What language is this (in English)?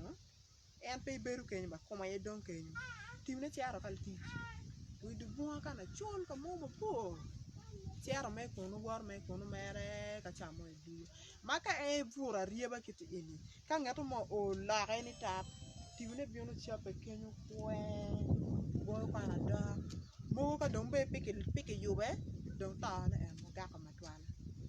Acoli